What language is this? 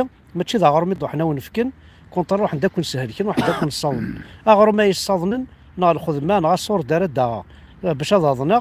Kabyle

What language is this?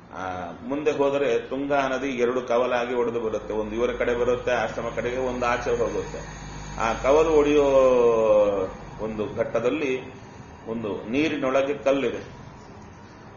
Kannada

